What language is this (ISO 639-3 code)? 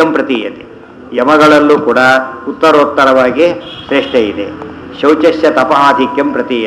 kan